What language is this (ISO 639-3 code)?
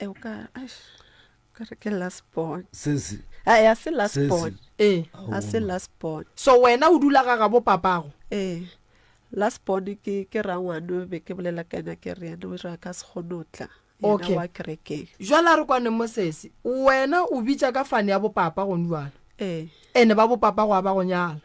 nso